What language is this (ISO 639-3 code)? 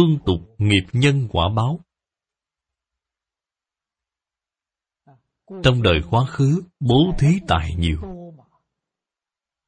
vie